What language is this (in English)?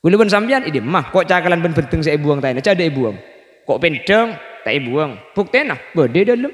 Madurese